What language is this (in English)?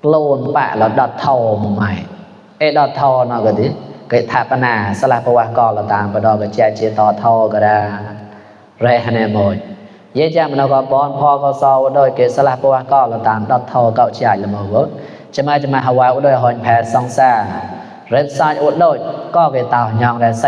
Mon